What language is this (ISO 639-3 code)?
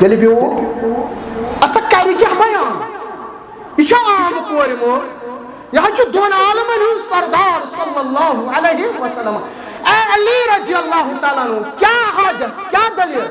kas